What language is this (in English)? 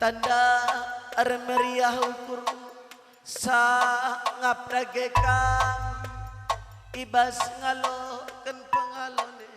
Batak Karo